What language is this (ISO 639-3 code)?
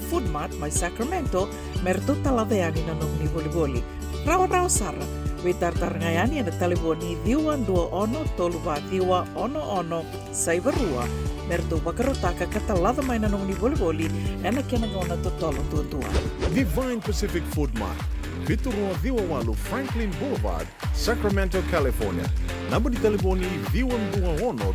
fij